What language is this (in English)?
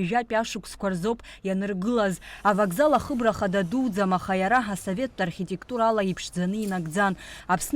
Abkhazian